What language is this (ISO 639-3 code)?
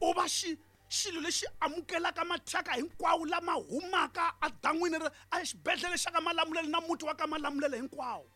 tso